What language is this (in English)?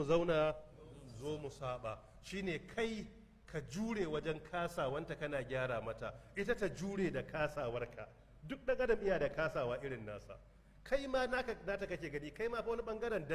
Hausa